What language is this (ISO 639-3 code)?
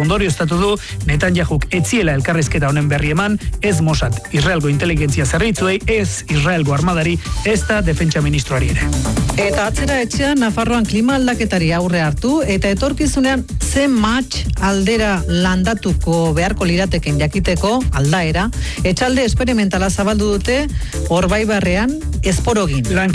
eus